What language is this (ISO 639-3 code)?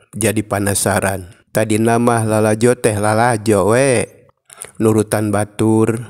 sun